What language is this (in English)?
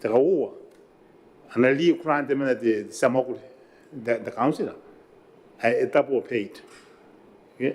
Gilbertese